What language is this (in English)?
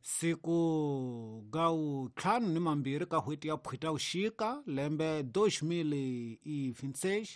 Tsonga